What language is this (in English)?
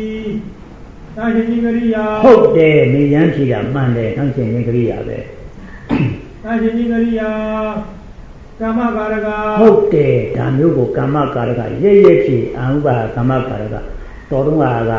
Burmese